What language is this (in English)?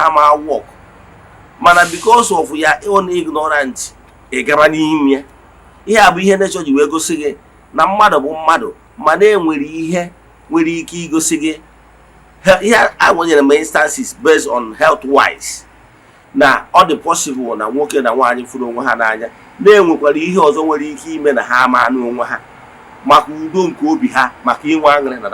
Igbo